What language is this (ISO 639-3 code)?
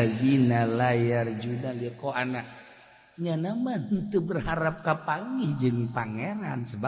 sun